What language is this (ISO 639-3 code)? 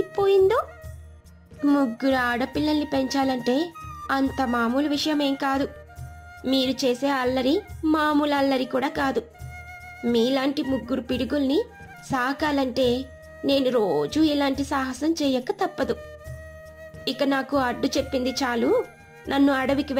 tel